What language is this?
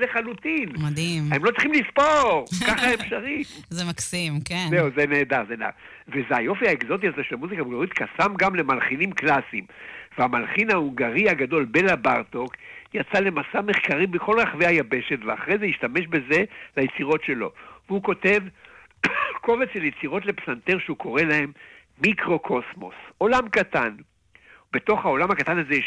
Hebrew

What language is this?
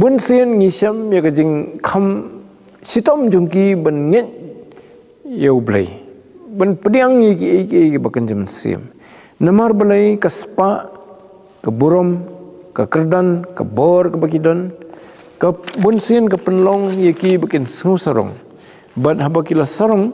Khasi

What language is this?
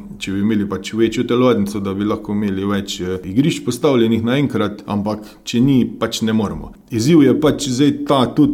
Slovenian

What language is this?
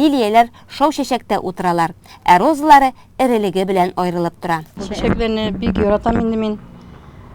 Tatar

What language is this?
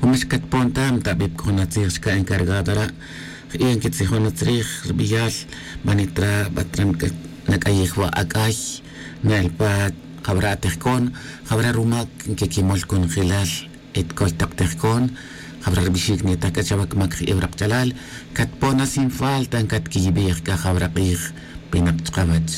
Tz'utujil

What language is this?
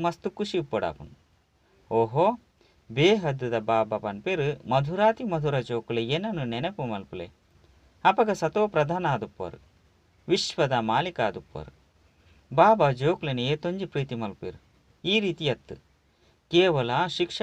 Tulu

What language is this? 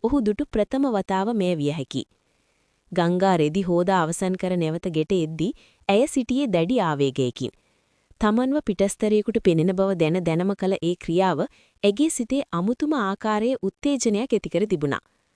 Sinhala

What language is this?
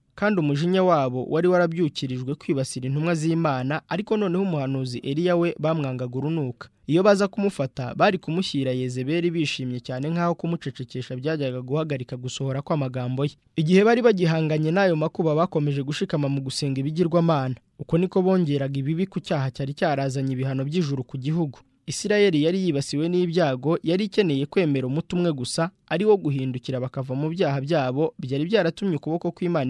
Kinyarwanda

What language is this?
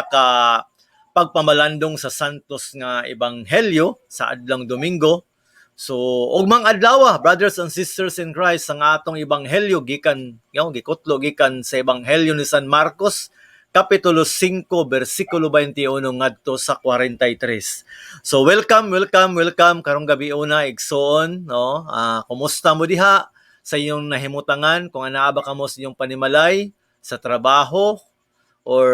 Cebuano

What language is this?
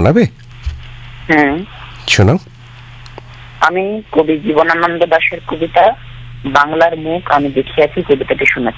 Bangla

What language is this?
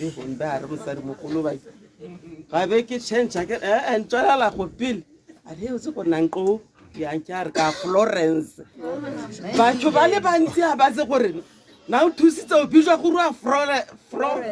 Tswana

